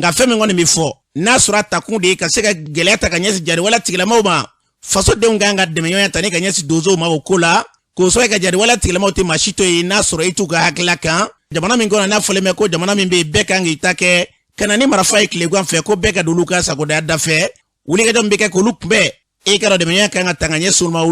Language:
Bambara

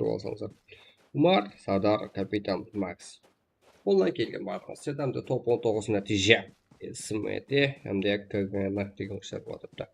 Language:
Kara-Kalpak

